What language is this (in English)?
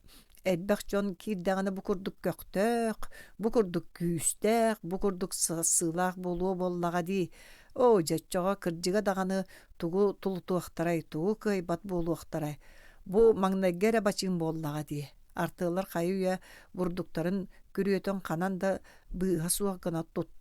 Yakut